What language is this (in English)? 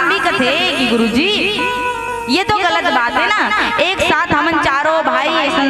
Chhattisgarhi